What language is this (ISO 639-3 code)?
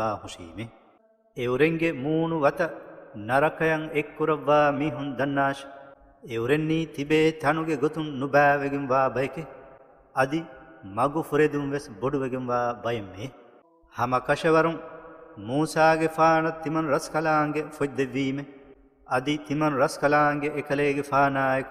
div